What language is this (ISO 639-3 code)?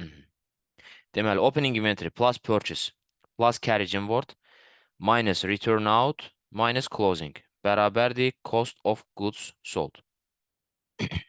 aze